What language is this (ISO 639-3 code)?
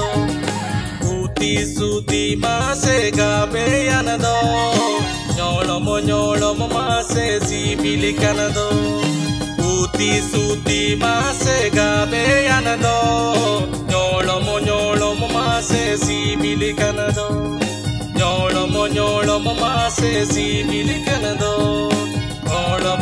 sat